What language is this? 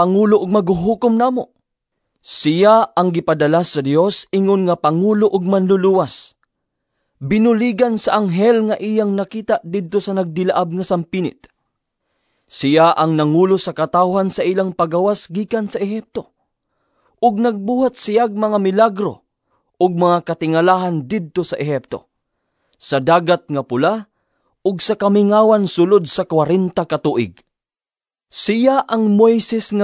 Cebuano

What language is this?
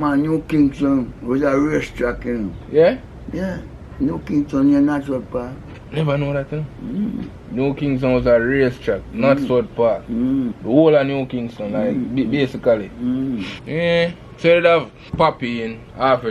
Jamaican Creole English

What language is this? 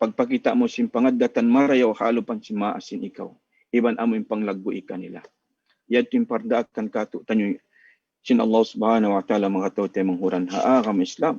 Tausug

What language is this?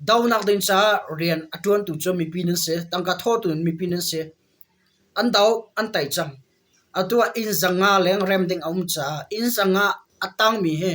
Hakha Chin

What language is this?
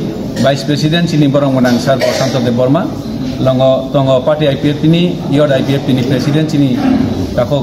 Kok Borok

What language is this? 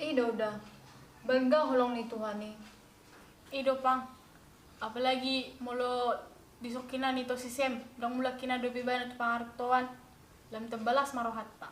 Batak Toba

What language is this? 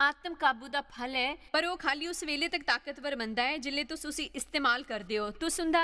Dogri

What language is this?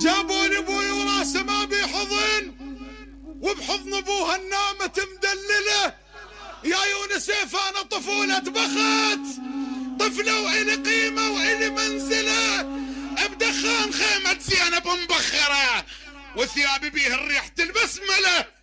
Mesopotamian Arabic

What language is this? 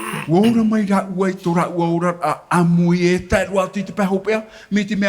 Tahitian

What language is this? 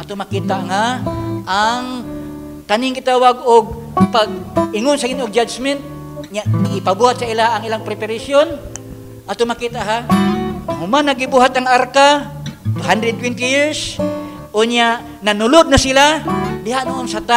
Cebuano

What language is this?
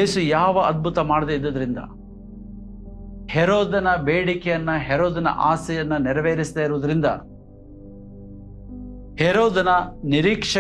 Kannada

